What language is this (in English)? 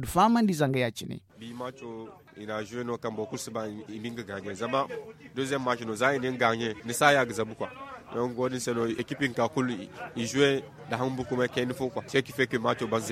Zarma